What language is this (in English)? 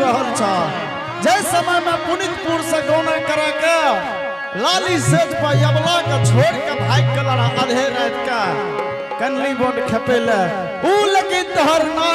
Angika